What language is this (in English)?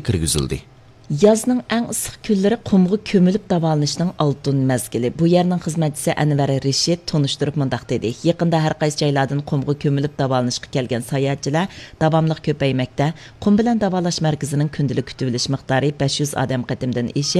Uyghur